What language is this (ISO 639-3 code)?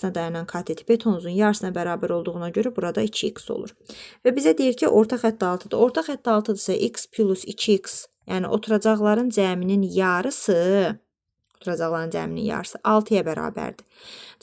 aze